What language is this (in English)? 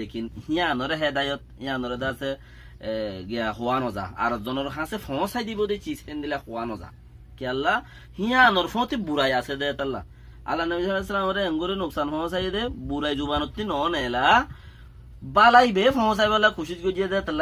Rohingya